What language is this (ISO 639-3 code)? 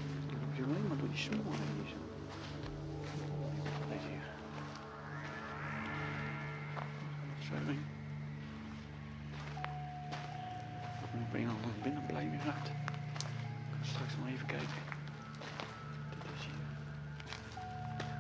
nld